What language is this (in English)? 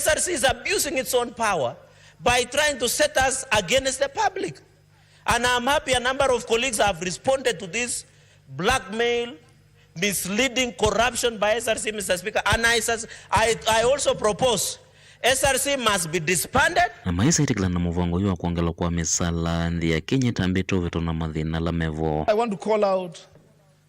Kamba